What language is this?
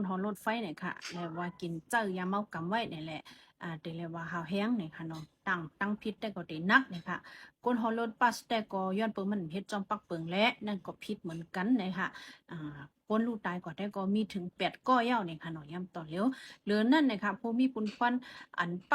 Shan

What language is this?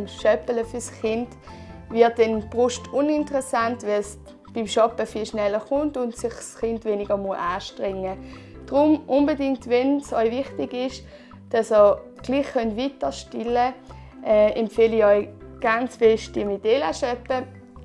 Swiss German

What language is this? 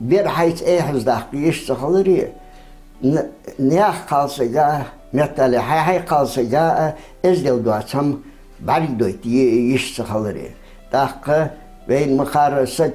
Ingush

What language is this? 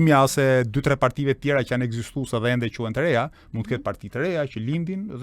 Albanian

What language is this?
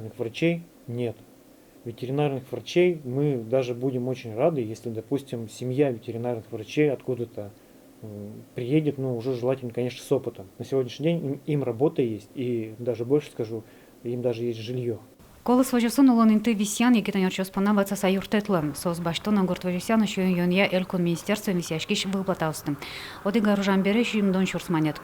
Udmurt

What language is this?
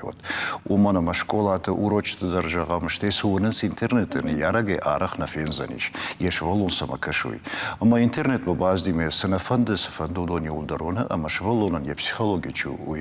Ossetic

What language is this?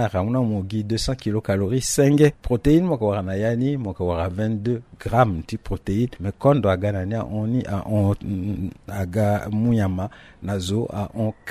Sango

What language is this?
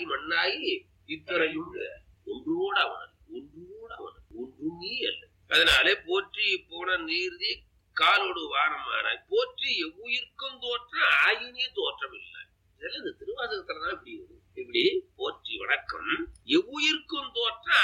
Tamil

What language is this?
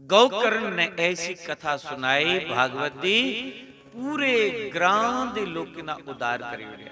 Dogri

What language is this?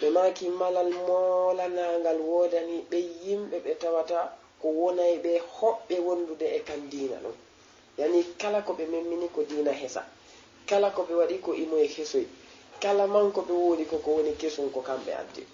Fula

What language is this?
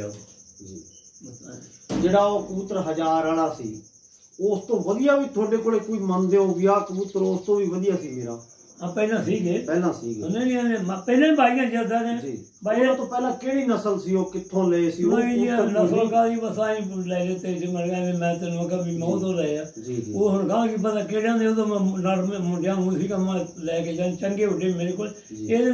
Punjabi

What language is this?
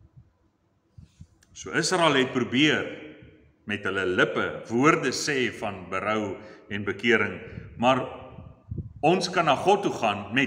Afrikaans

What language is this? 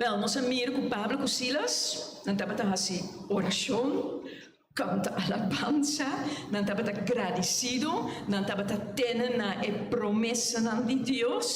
Papiamento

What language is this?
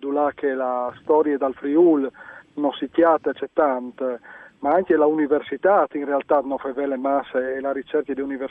Friulian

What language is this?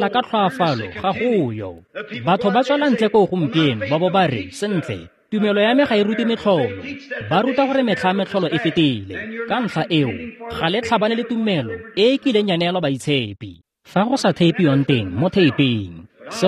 Tswana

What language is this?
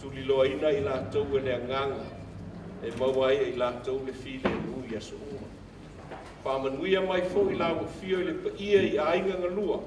Samoan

